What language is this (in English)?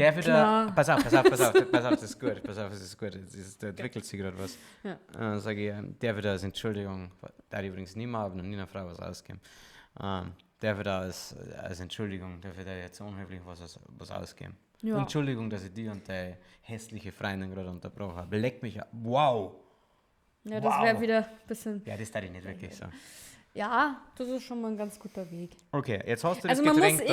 Bavarian